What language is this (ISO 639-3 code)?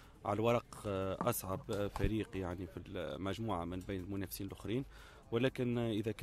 aeb